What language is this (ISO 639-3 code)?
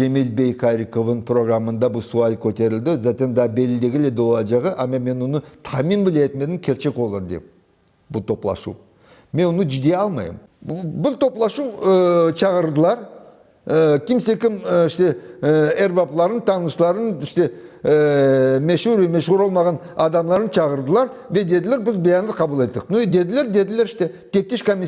crh